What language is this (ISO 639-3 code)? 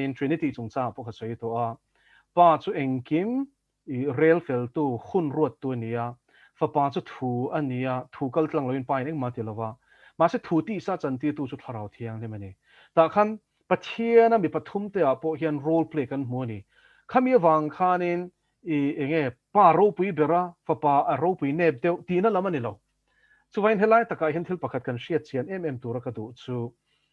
lus